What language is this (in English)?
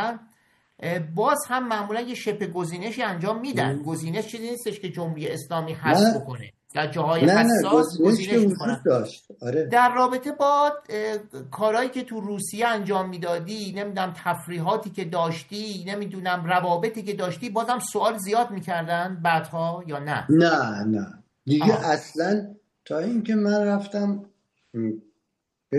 Persian